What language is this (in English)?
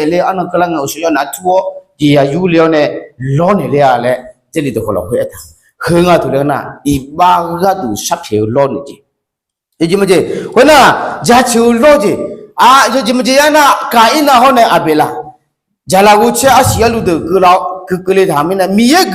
Akha